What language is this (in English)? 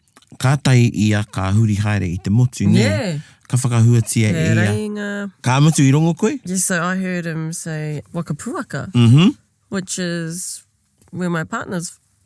Māori